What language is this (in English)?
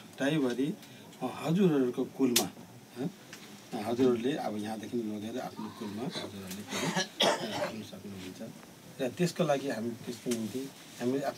Nepali